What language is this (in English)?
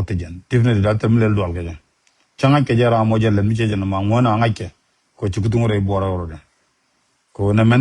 Nuer